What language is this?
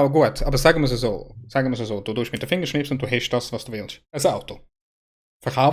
Swiss German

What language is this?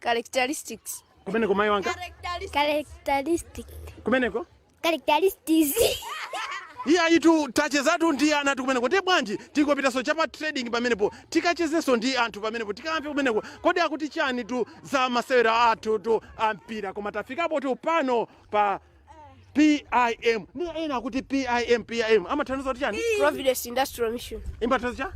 Nyanja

